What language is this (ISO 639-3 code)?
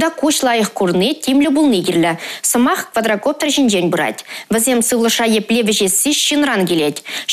chv